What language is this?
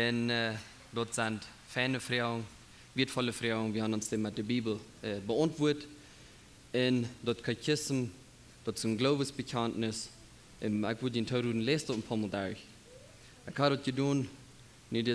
Plautdietsch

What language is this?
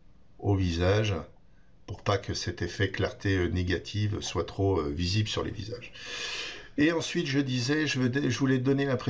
French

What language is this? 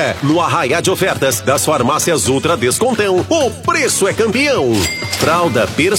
Portuguese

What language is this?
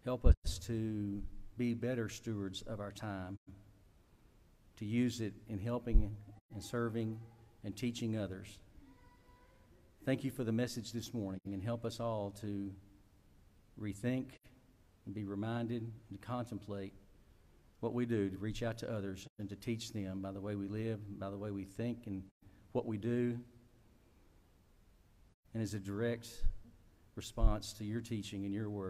English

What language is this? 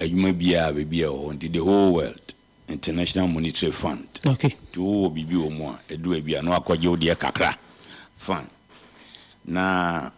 Akan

